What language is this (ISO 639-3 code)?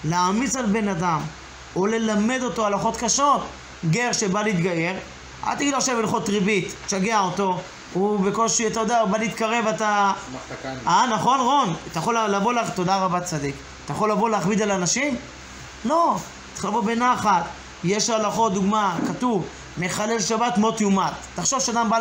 heb